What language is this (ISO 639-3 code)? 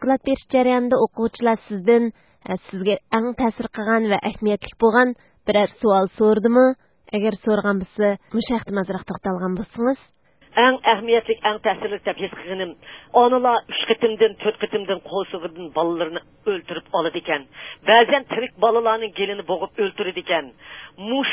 uig